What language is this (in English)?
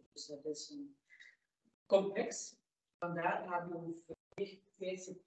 Dutch